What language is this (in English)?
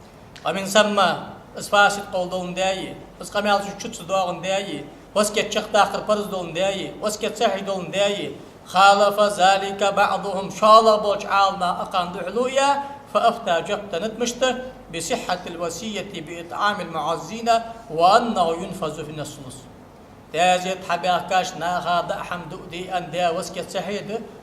Ingush